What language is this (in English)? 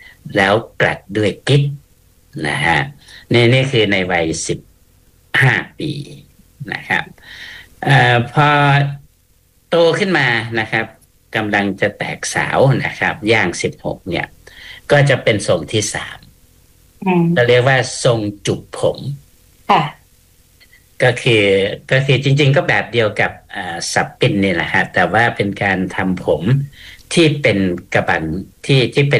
Thai